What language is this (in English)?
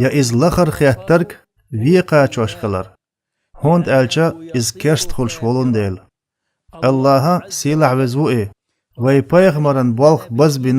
Chechen